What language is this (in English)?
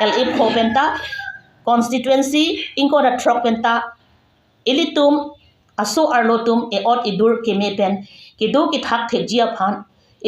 Karbi